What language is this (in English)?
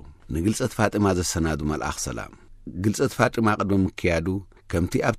Tigrinya